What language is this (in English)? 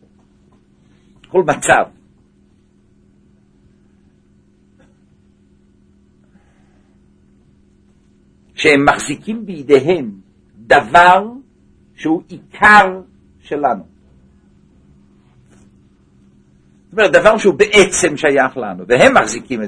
Hebrew